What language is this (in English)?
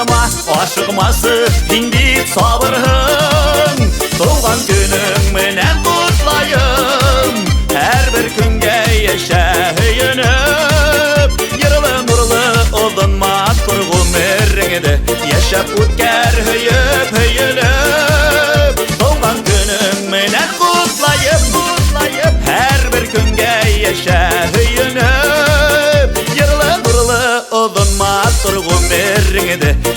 Bashkir